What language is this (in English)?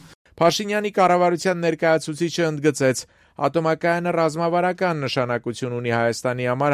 Armenian